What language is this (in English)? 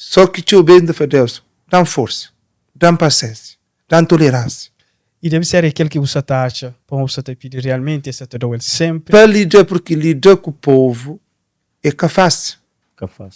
Kabuverdianu